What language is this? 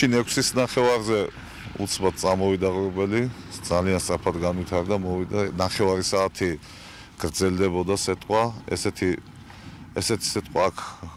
Georgian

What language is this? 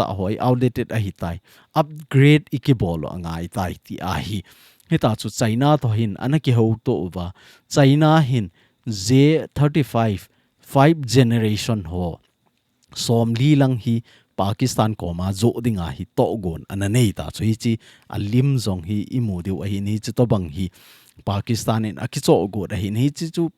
Thado Chin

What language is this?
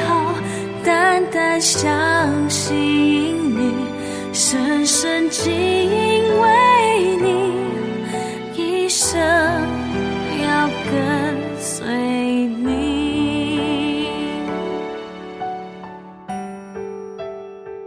Chinese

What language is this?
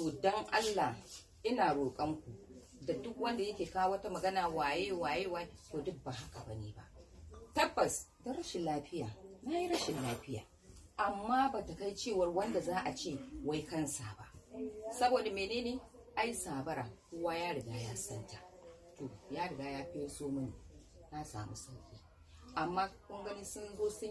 Hausa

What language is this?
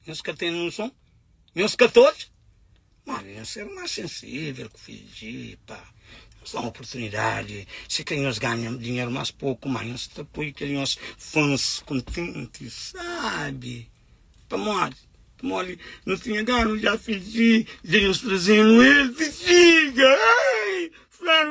Kabuverdianu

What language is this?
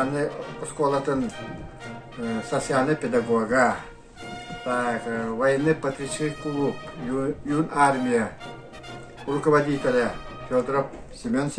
Yakut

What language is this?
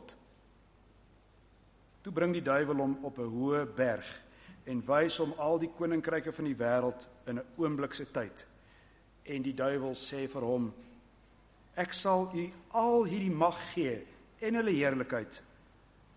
Afrikaans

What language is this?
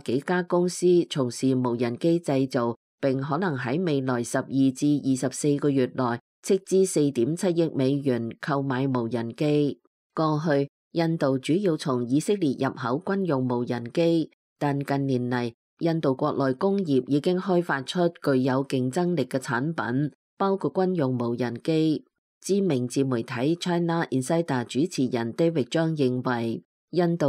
Cantonese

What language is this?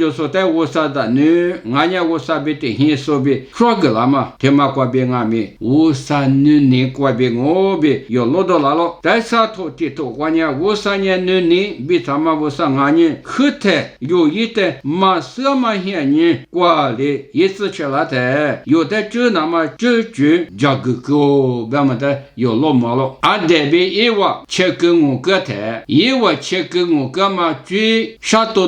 Lisu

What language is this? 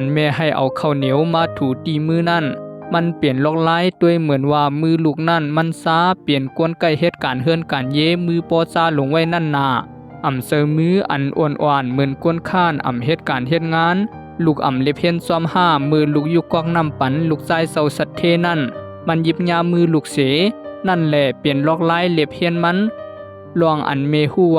Shan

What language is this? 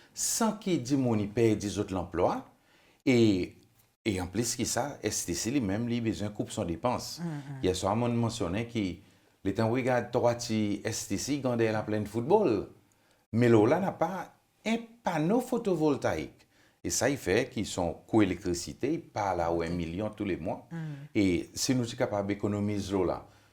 Seselwa Creole French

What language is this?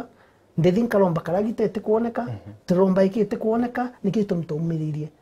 Meru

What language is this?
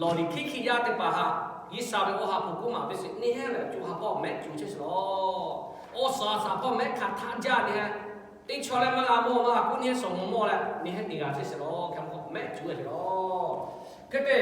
Lahu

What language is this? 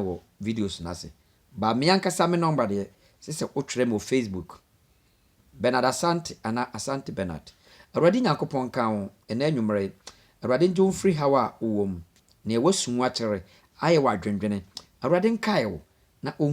Akan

